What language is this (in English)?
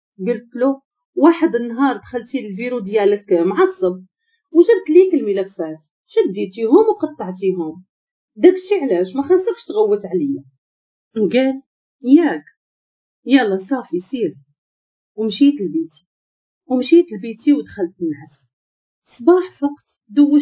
Moroccan Arabic